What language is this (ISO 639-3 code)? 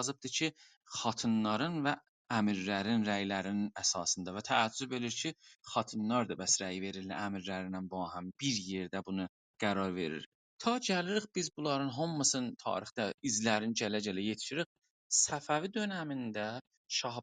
azb